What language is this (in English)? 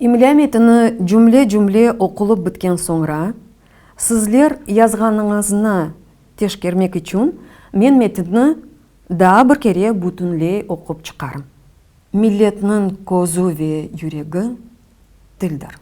Crimean Tatar